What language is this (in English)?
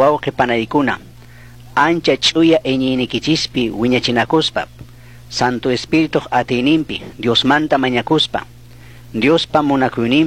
Chimborazo Highland Quichua